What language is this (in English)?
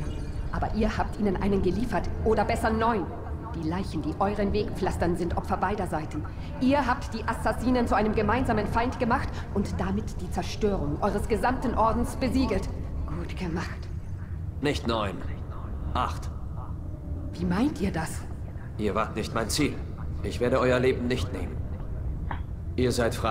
German